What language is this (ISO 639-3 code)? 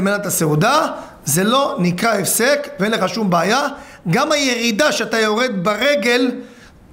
heb